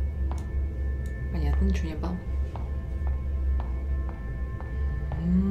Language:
Russian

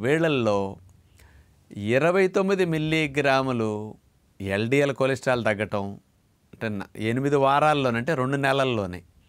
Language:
Telugu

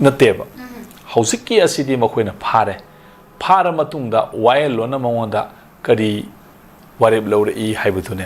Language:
Manipuri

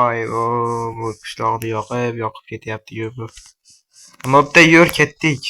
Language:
Uzbek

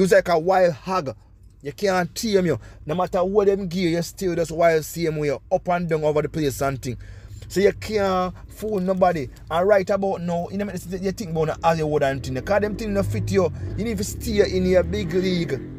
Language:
Jamaican Creole English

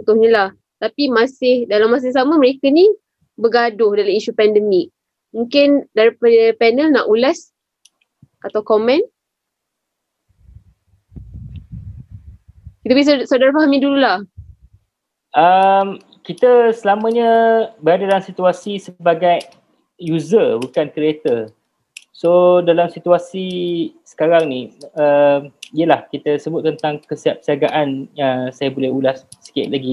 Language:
Malay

